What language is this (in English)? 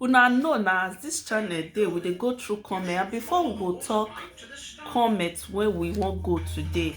Nigerian Pidgin